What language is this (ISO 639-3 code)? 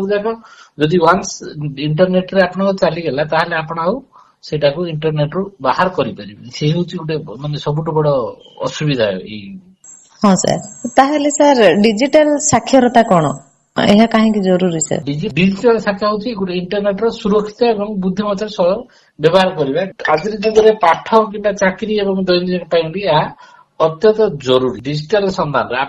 ori